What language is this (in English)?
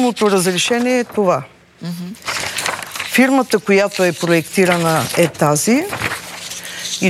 Bulgarian